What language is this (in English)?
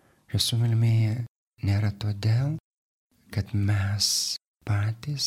Lithuanian